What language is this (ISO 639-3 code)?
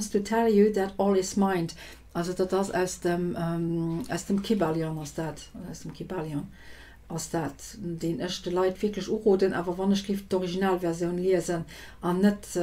ltz